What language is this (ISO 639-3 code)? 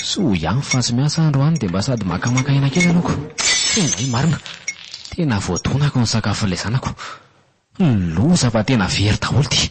mlg